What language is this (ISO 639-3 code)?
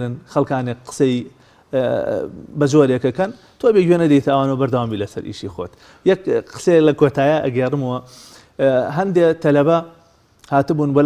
ckb